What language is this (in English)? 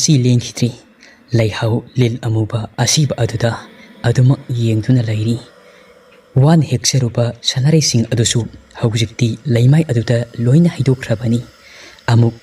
Manipuri